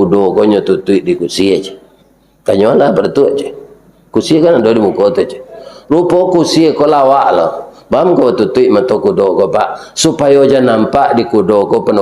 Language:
Minangkabau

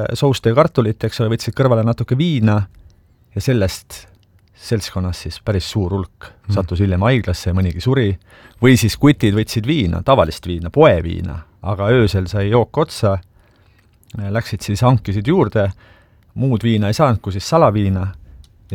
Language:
Estonian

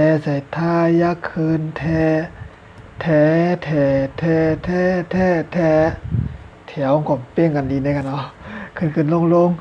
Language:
Shan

